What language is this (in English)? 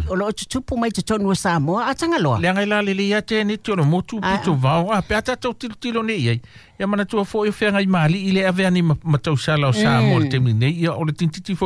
Samoan